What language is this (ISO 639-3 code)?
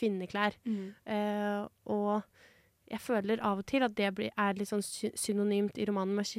nor